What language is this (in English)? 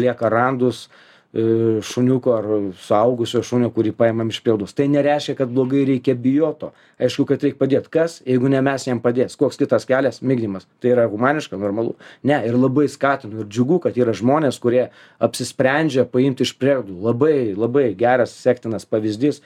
Lithuanian